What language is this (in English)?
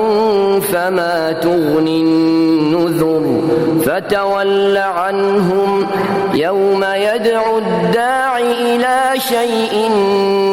Arabic